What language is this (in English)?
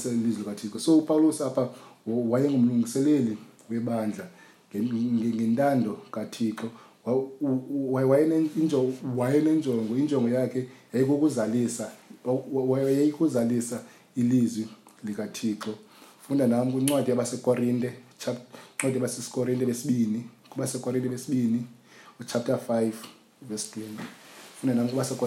Xhosa